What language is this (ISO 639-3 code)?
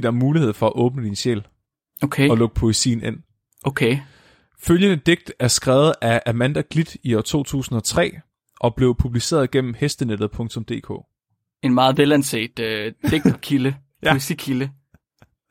dan